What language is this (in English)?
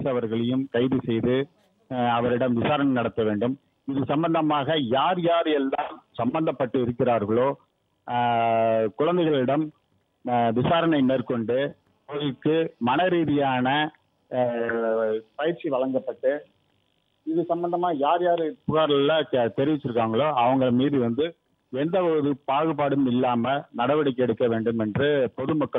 Tamil